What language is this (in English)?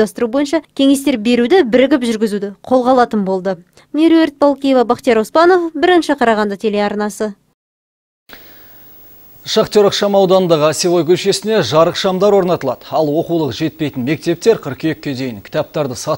Kazakh